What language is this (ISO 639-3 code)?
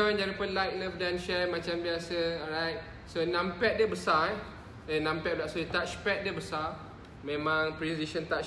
msa